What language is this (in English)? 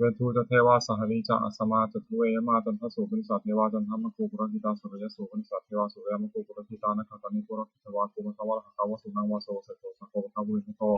Pali